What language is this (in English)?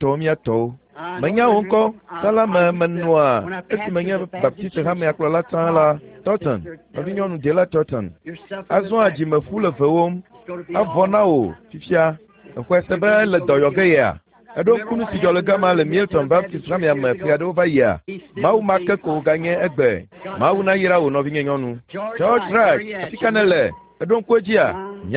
Ewe